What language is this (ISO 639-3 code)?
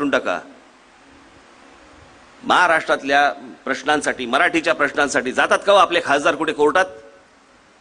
mar